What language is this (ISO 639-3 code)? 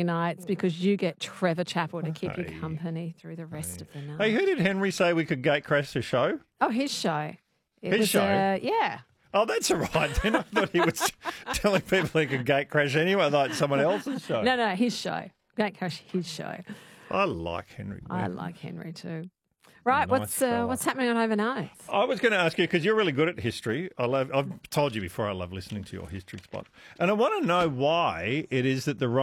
eng